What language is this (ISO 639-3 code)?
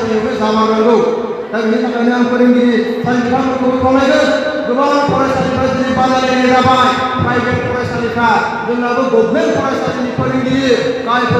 brx